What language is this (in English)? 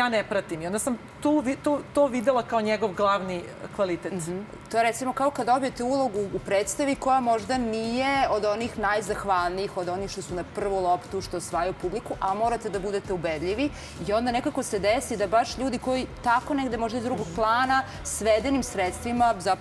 Serbian